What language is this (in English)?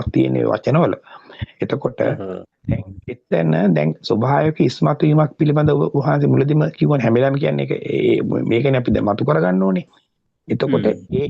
Sinhala